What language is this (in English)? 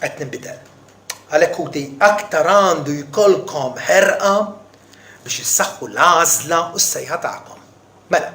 Maltese